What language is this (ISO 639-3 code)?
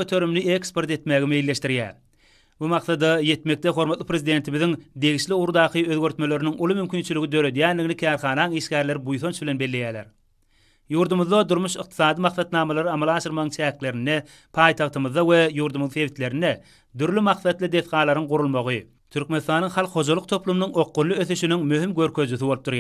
tuk